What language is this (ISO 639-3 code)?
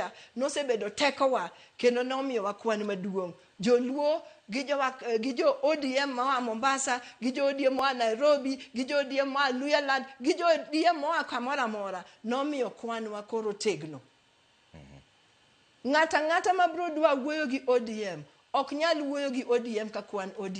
luo